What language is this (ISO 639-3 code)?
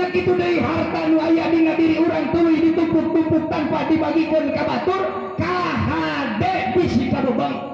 sun